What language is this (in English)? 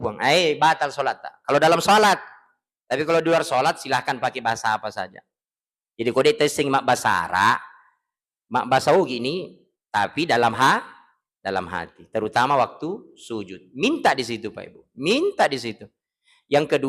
Buginese